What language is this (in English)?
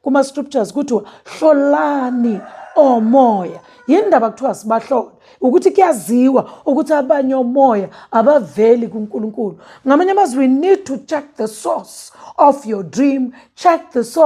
Zulu